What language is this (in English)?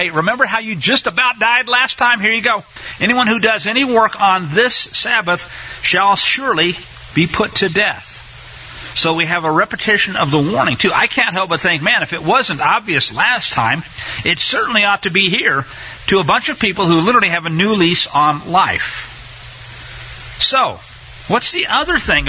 English